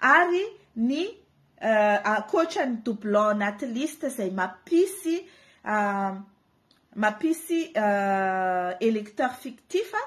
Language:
Malagasy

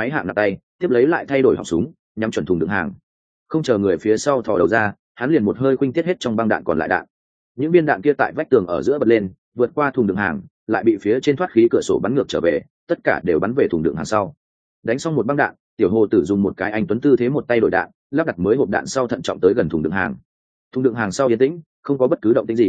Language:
Vietnamese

